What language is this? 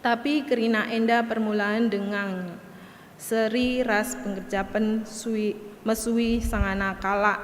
Batak Karo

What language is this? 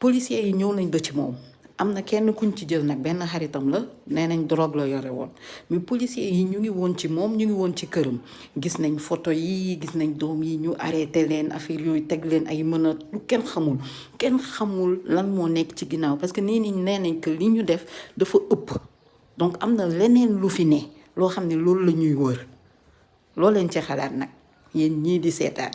Wolof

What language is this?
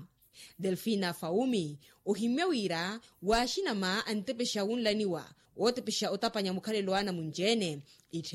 Makhuwa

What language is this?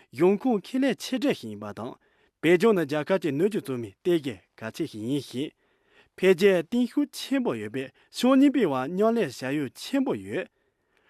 Khams Tibetan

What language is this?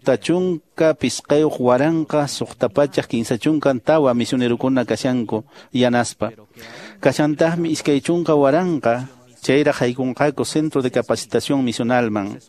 Quechua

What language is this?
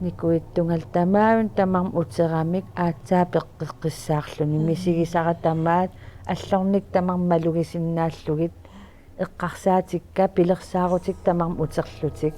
Kalaallisut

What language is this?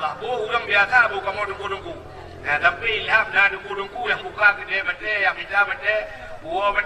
Achinese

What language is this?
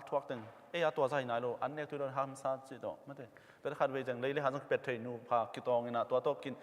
Tedim Chin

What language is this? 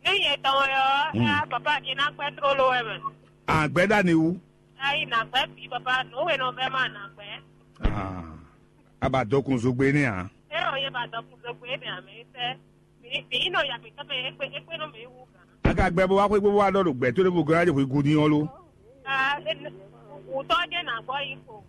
Fon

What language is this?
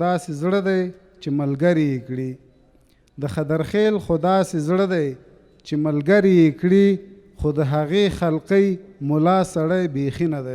Pashto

